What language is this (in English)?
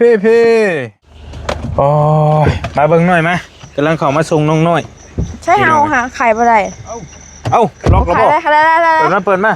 Northeastern Thai